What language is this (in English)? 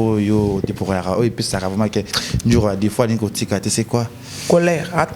Lingala